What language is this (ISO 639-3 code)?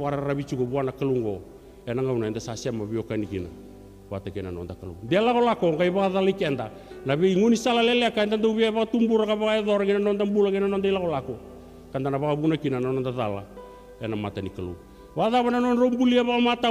fij